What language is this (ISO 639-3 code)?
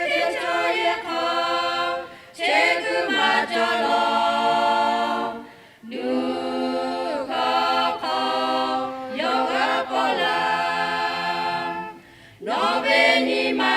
lhu